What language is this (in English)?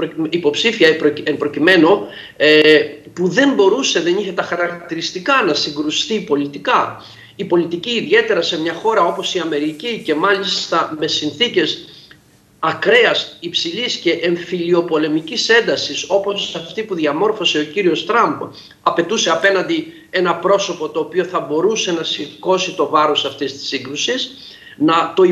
Greek